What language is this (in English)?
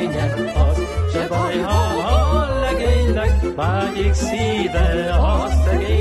Hungarian